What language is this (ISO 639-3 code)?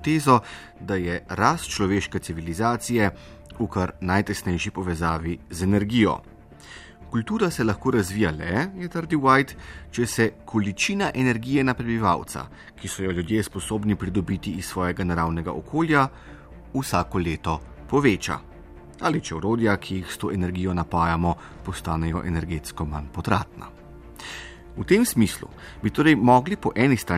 slv